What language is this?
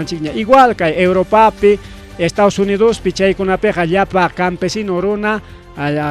Ayacucho Quechua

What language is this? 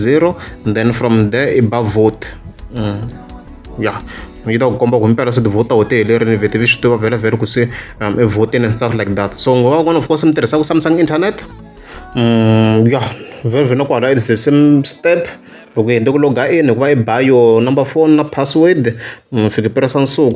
Tsonga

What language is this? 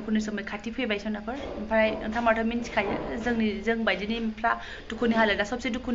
Bodo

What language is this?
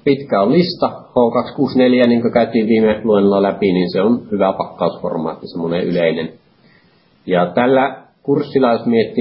Finnish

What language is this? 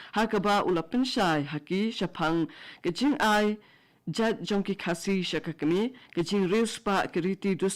Khasi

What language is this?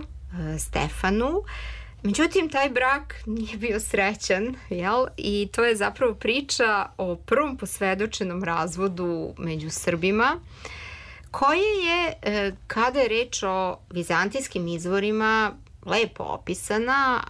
Serbian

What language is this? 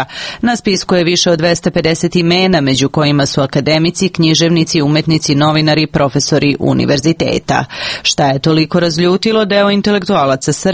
Serbian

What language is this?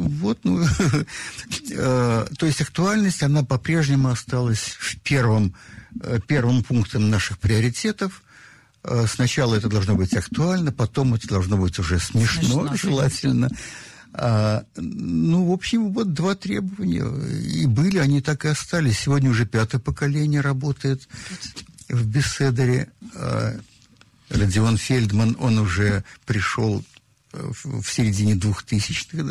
Russian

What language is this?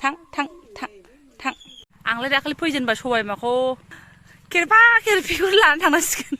Bodo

